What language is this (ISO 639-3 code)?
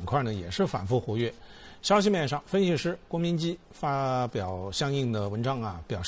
zho